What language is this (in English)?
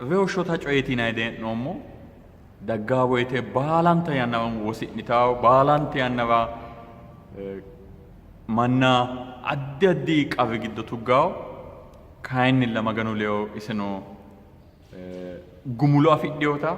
Sidamo